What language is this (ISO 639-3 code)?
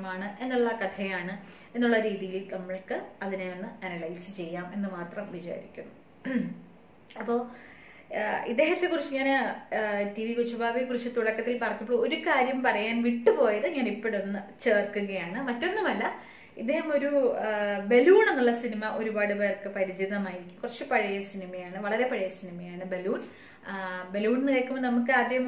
mal